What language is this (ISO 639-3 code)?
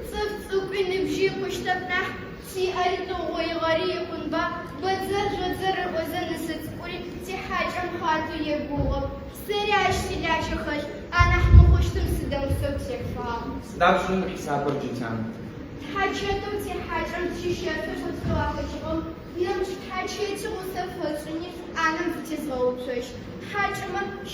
ady